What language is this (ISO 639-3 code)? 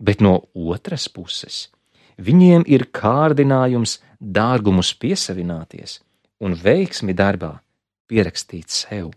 lav